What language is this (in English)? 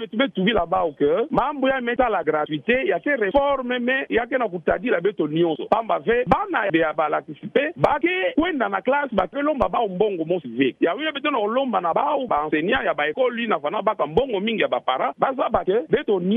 Kituba (Democratic Republic of Congo)